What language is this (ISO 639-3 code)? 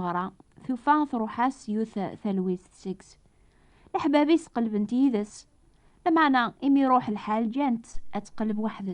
kab